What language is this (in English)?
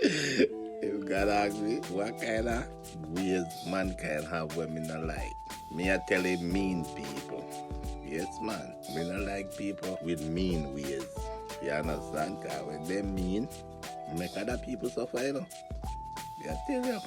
Jamaican Creole English